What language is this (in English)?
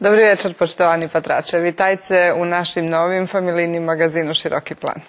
Rusyn